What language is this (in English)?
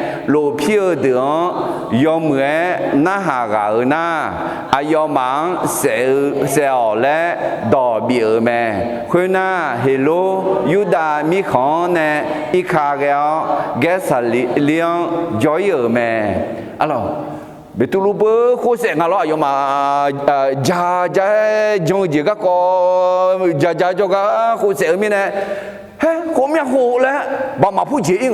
Akha